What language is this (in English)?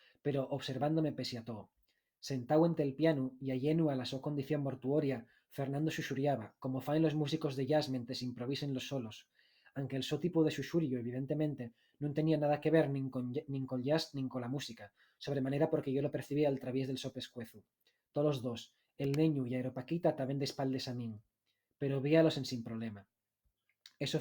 Asturian